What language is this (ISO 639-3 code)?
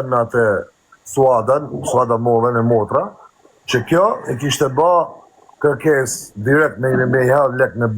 sqi